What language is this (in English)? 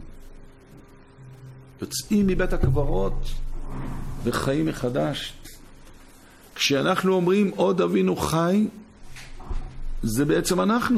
Hebrew